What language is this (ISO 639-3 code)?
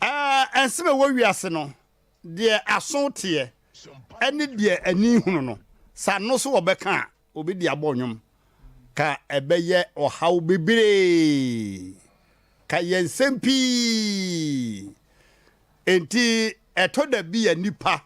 aka